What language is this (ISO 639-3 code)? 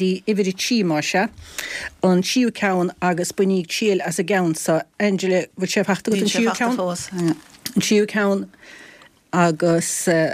gle